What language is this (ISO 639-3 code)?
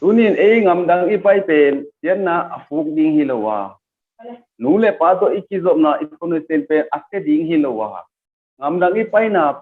ctd